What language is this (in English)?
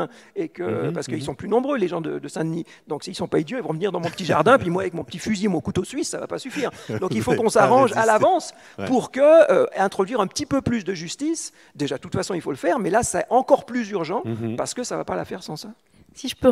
French